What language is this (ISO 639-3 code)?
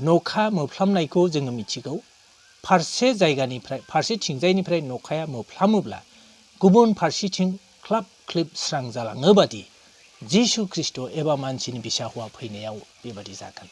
brx